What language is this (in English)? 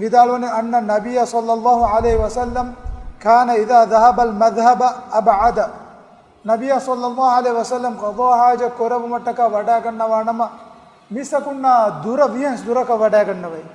Divehi